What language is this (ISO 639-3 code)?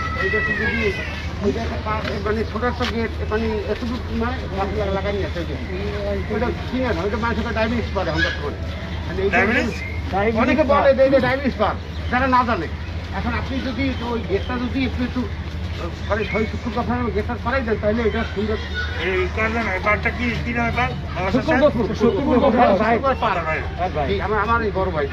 ben